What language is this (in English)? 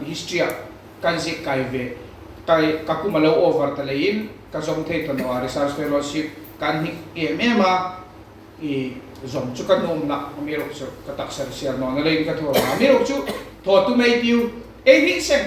Hmar